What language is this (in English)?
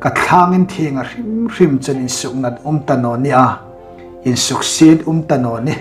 Hmar